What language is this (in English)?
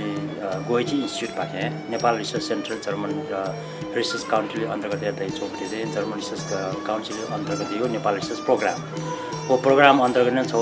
Newari